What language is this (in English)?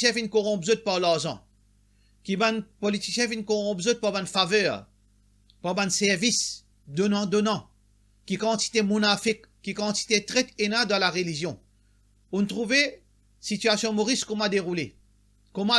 Morisyen